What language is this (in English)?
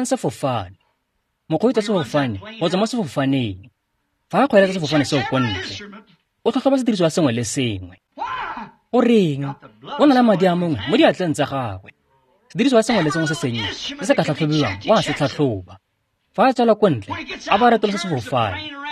Tswana